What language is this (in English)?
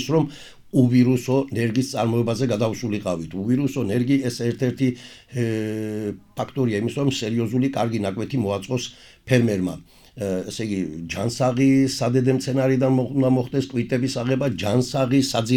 Georgian